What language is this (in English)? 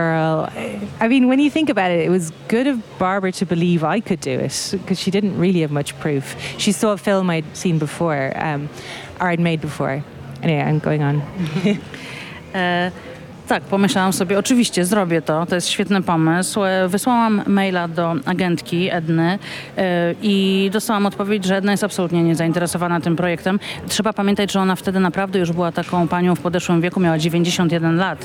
Polish